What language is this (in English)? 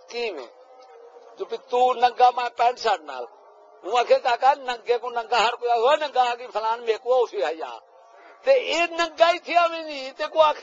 Saraiki